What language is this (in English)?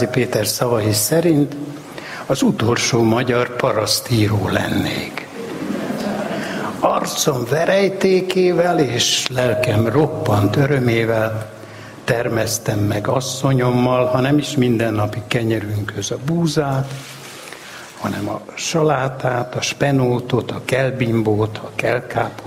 Hungarian